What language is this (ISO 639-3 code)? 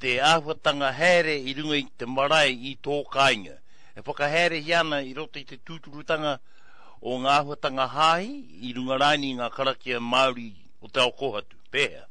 mri